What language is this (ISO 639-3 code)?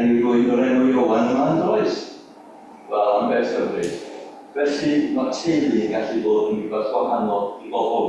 cym